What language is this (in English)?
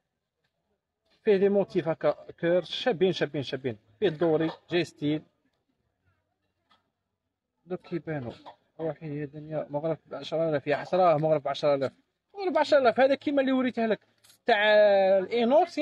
Algerian Arabic